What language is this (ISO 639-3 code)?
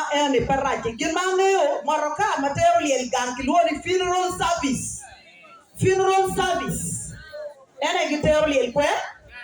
ach